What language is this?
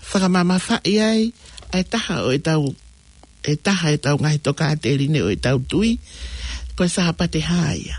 Tongan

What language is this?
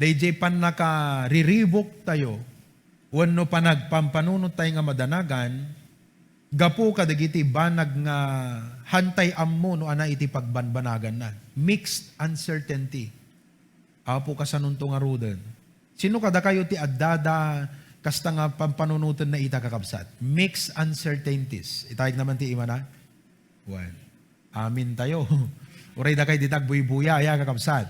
Iloko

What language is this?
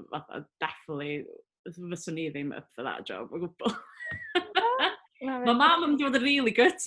Welsh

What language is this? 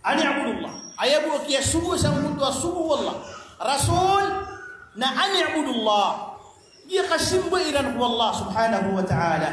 Maranao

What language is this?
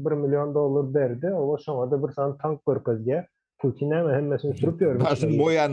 Turkmen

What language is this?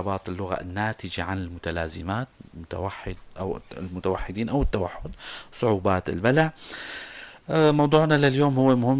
North Levantine Arabic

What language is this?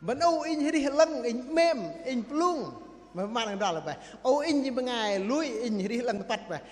Bahnar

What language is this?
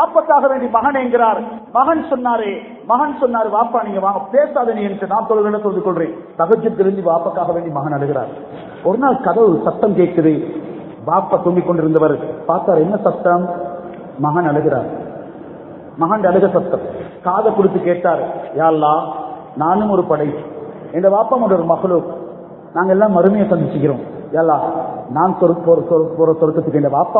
Tamil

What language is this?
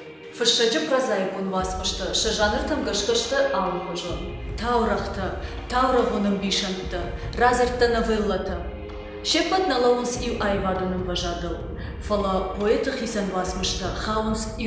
Ossetic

